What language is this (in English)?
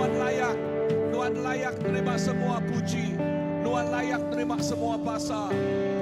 Iban